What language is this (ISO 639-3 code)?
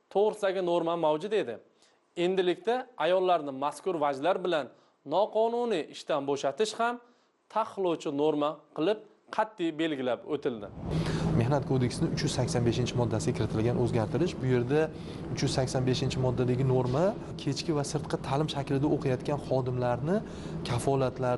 uzb